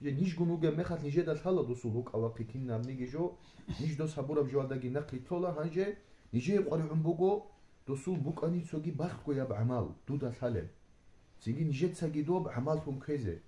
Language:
Avaric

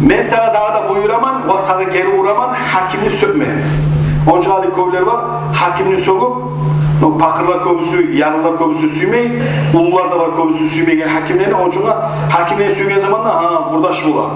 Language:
Kumyk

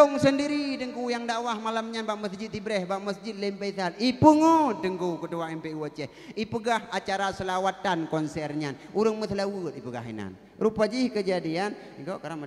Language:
Achinese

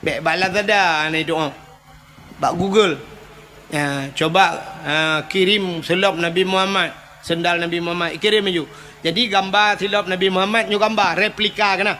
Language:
Achinese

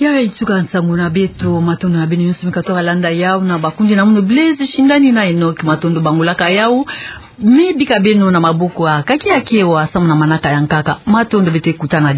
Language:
Kituba (Democratic Republic of Congo)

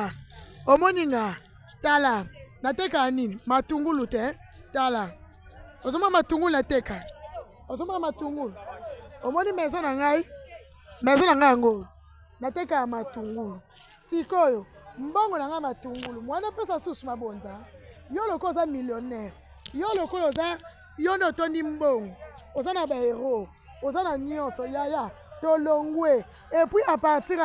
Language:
Lingala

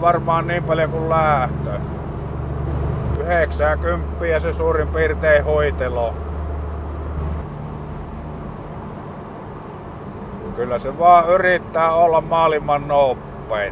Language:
Finnish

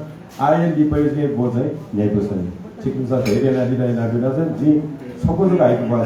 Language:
Newari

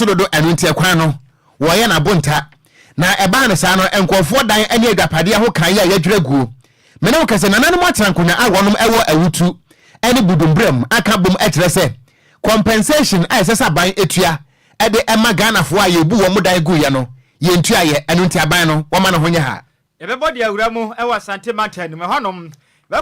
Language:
Akan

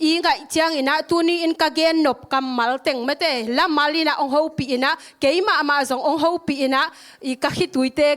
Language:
Tedim Chin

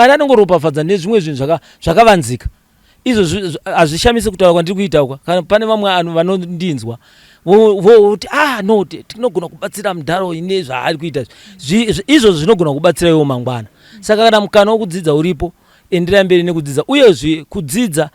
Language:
Shona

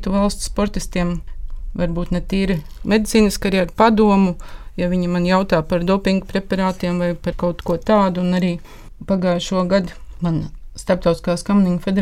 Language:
Latvian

